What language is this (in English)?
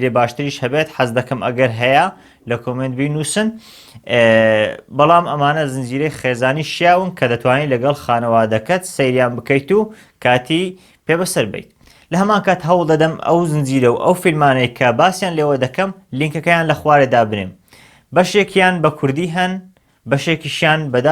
Central Kurdish